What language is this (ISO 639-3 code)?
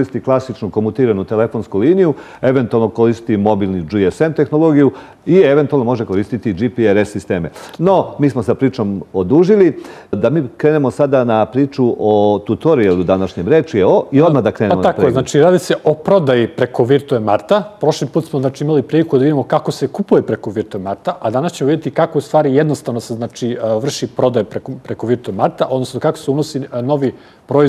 srp